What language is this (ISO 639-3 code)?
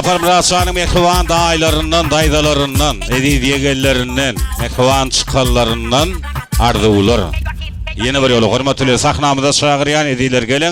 tuk